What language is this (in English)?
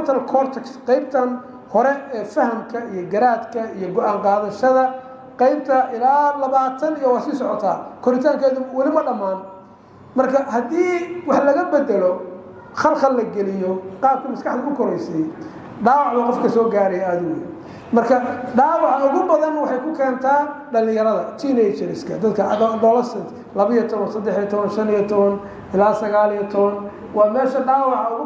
Somali